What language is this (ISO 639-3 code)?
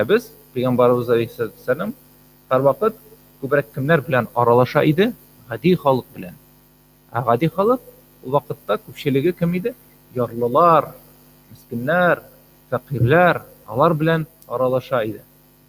tat